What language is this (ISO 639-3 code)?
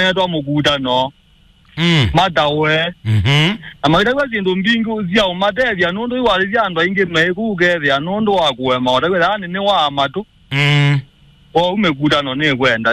kam